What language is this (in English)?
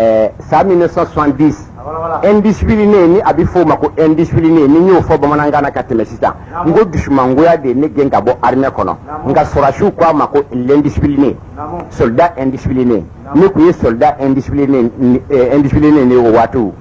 Bambara